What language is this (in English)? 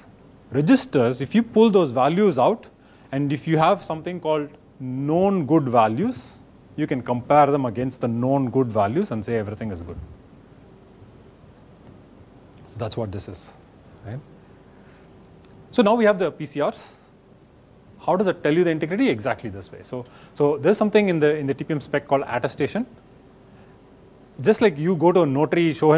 English